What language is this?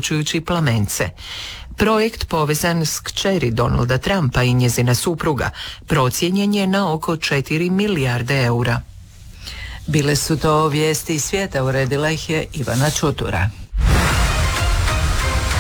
Croatian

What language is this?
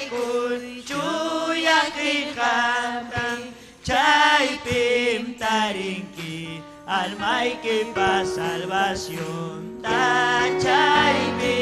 Ayacucho Quechua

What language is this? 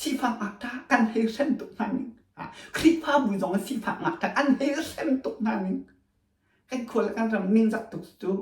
Hakha Chin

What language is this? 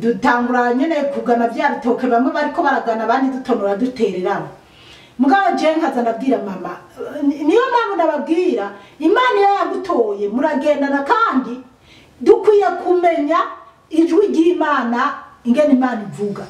Rundi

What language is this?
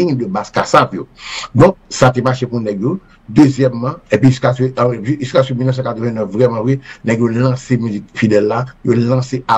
Haitian Creole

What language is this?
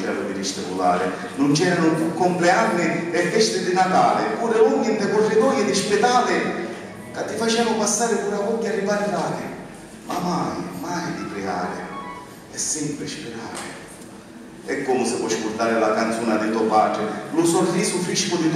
Sicilian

